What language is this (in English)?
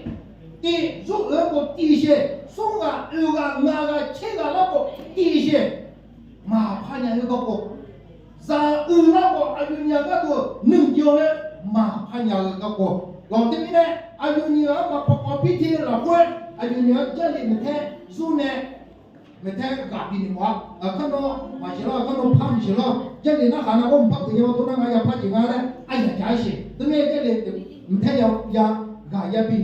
Akha